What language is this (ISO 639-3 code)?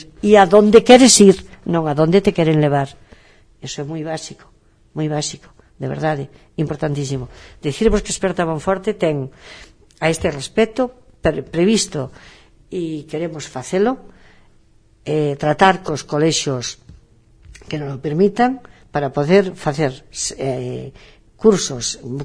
glg